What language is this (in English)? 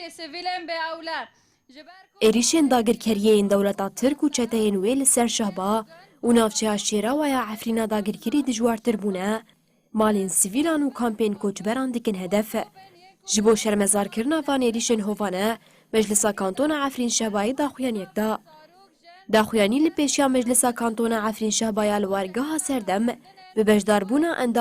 Kurdish